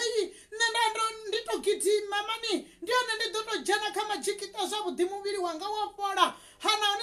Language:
Venda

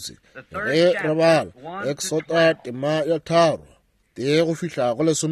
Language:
Northern Sotho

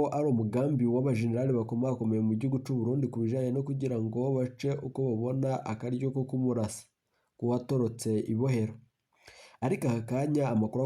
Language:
Rundi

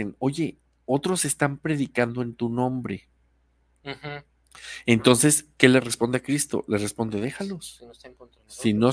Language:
Spanish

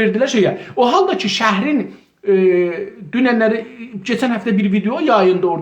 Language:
South Azerbaijani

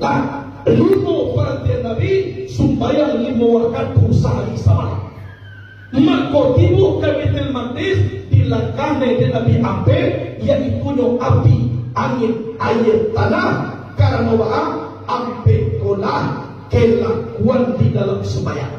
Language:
Minangkabau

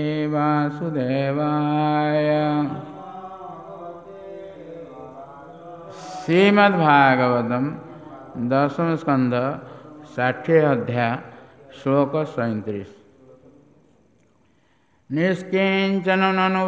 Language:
Odia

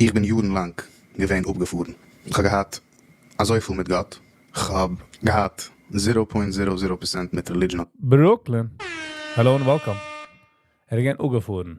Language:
Yiddish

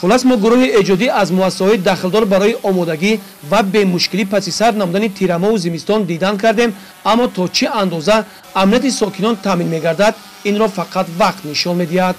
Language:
Tajik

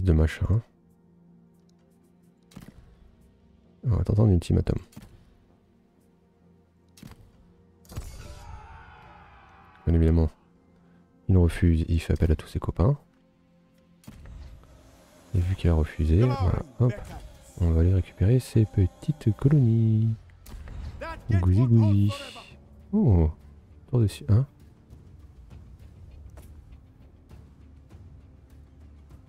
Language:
French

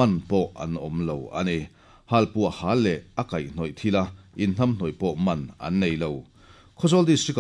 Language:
Mizo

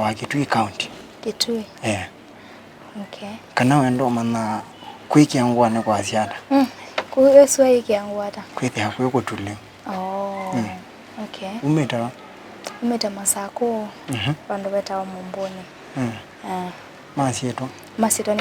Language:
Kamba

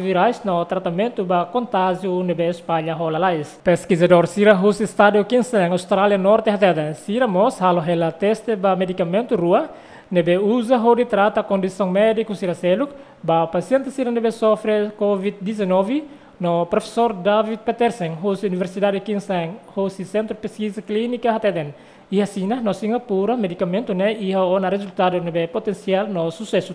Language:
Tetum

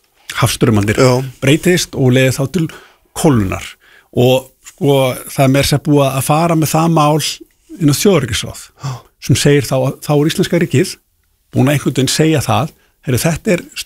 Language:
Icelandic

